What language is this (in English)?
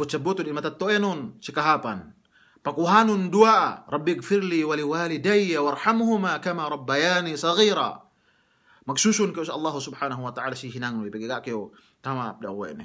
Yakan